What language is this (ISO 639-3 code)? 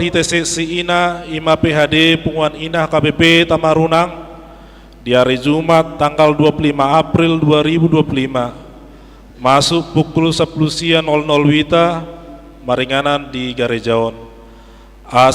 bbc